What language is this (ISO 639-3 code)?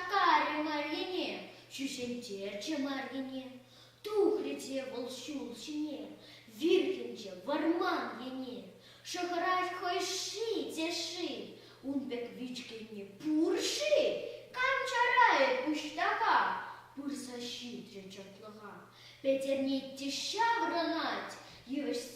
chv